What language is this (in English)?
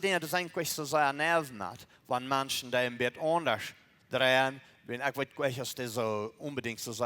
Plautdietsch